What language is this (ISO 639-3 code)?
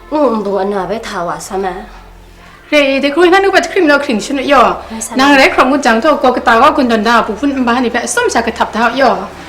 kac